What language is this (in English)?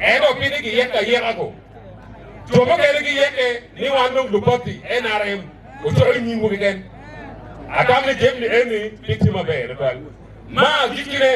Acoli